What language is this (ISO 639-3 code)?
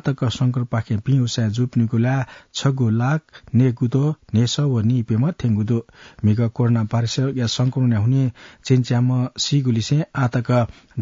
new